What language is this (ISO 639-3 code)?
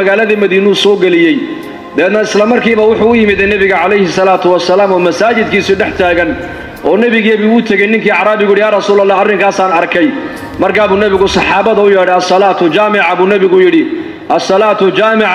som